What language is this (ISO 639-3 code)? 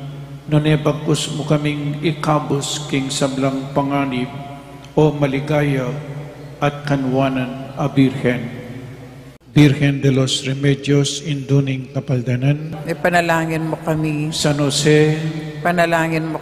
pam